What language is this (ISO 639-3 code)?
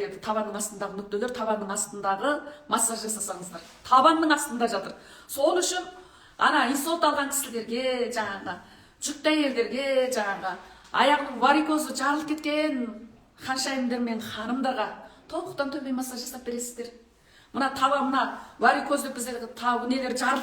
kaz